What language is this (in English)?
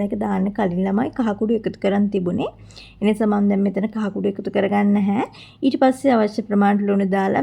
Sinhala